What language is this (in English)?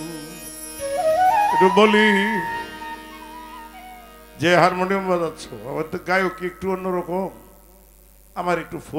Bangla